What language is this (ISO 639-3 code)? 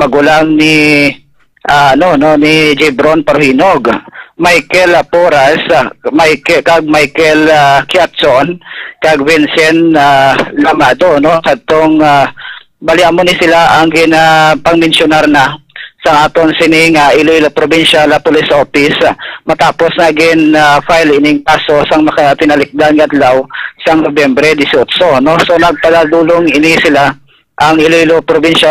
hil